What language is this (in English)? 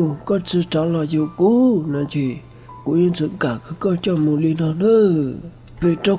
Hmong